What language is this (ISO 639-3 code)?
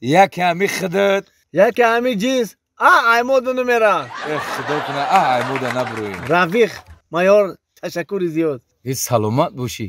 tgk